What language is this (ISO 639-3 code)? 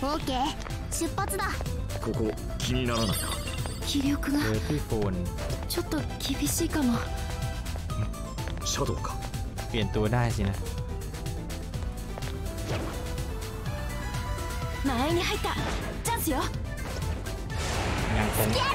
jpn